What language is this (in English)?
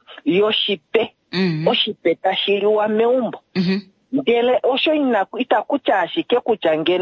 Kuanyama